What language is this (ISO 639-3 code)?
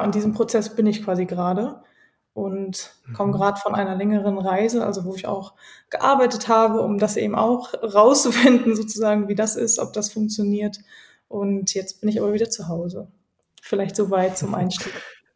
deu